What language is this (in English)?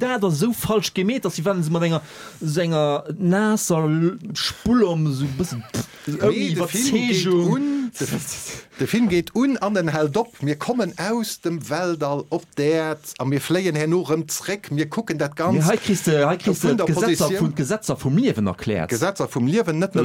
Luxembourgish